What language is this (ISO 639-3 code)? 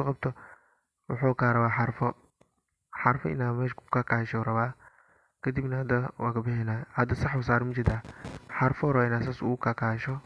som